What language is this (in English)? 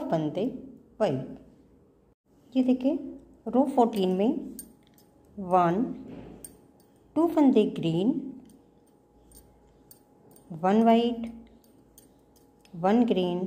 Hindi